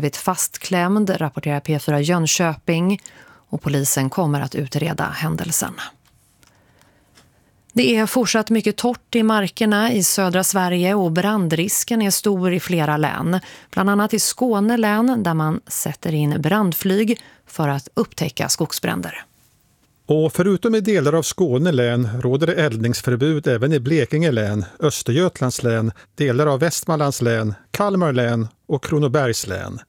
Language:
Swedish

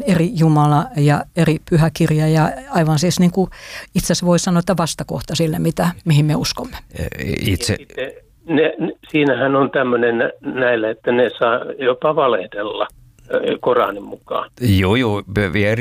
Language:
Finnish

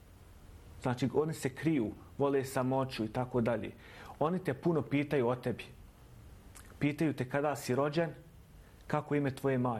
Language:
Bosnian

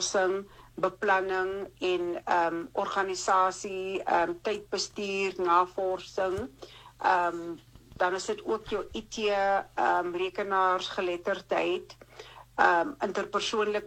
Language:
Afrikaans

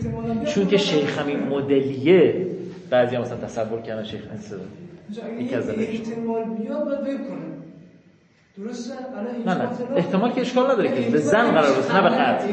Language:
Persian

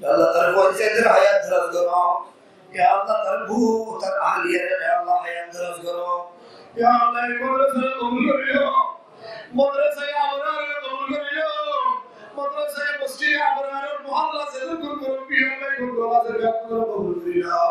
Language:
Rohingya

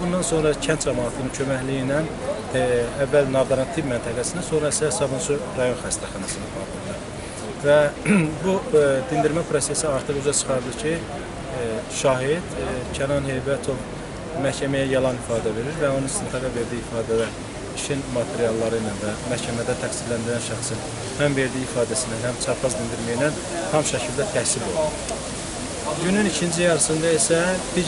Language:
Azerbaijani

